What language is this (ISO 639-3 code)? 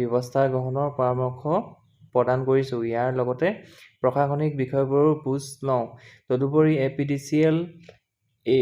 asm